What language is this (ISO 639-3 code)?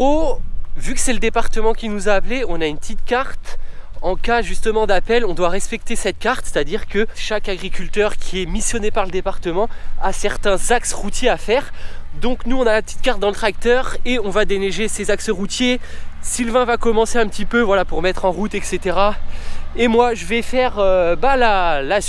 fra